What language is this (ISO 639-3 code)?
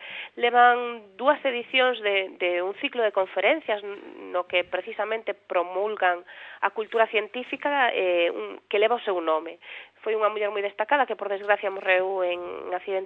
glg